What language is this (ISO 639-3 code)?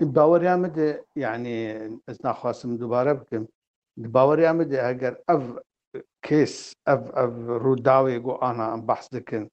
kur